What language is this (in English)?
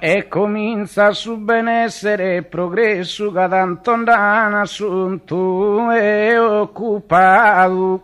Sardinian